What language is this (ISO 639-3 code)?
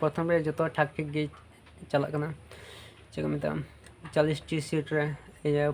sat